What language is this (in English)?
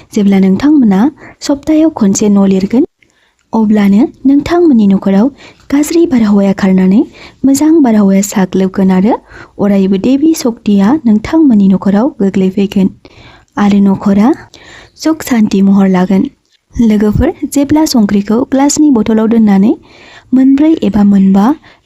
Bodo